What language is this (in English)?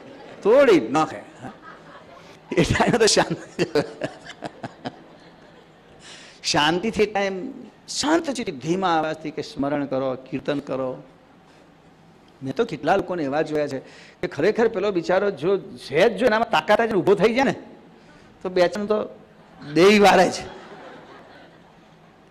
Gujarati